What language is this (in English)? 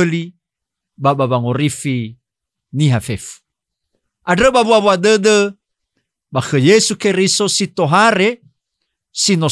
Nias